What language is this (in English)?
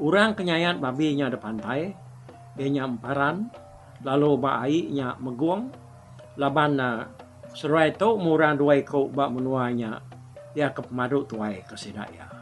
Iban